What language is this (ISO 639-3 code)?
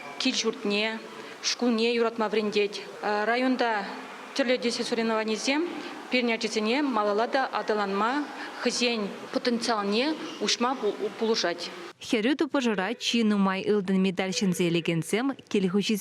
chv